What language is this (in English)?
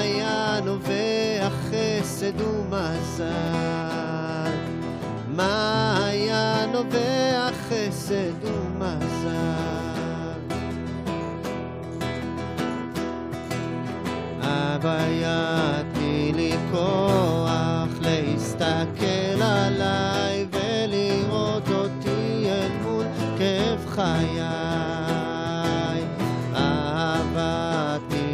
Hebrew